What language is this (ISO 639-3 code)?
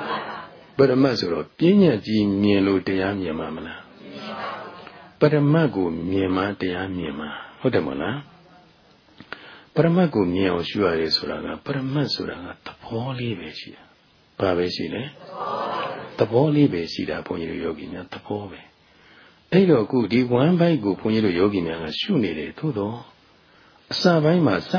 mya